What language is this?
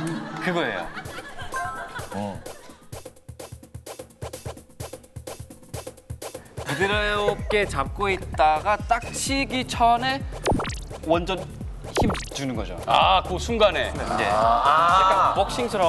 Korean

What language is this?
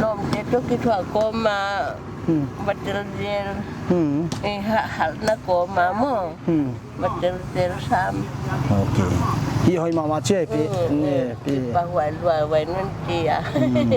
Paite Chin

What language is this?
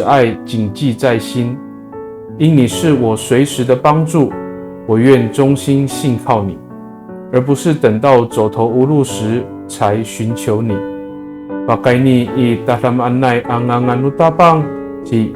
Amis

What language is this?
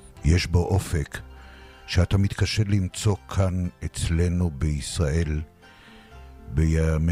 Hebrew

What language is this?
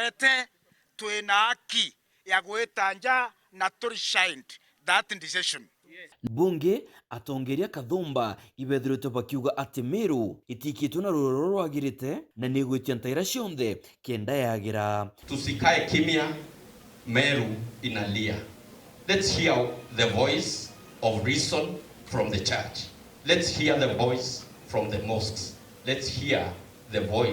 Meru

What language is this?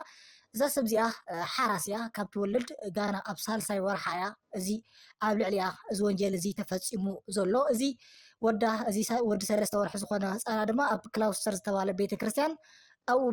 Tigrinya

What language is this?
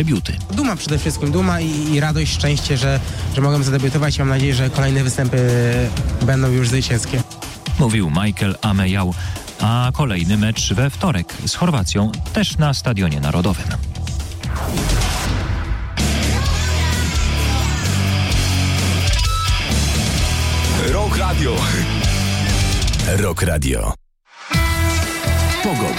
Polish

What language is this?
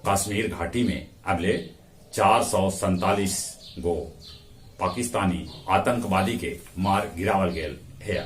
Magahi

